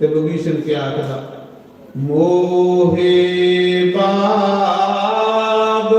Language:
Dogri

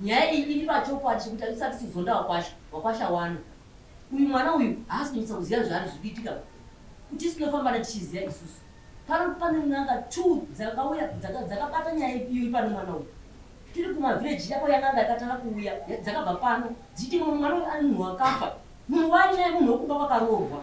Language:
Shona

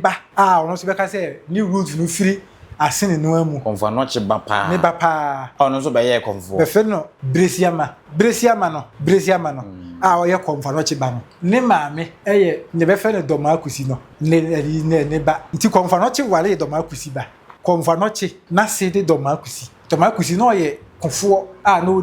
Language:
Akan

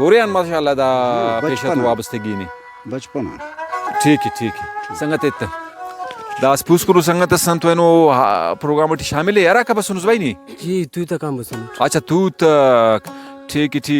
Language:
Brahui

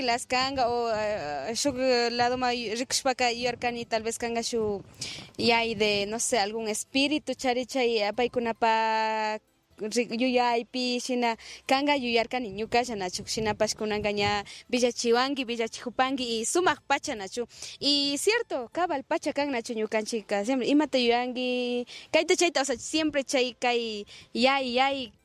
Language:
Imbabura Highland Quichua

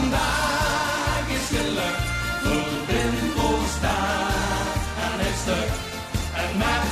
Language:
Limburgish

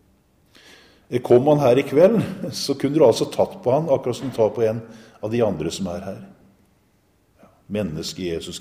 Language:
Norwegian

